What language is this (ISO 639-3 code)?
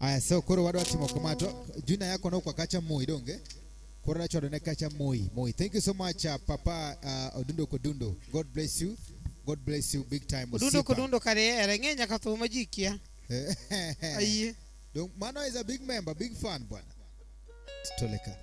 luo